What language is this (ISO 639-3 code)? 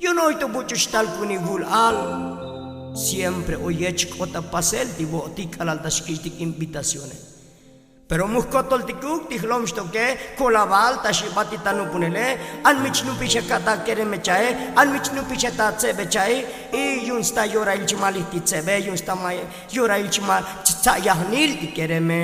tzo